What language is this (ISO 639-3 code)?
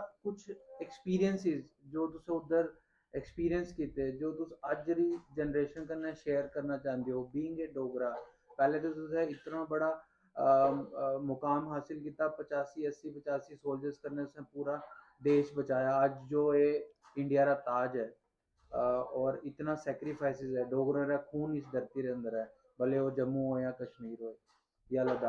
doi